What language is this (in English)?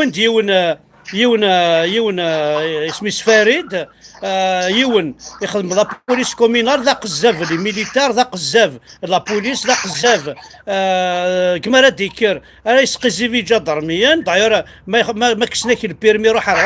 Kabyle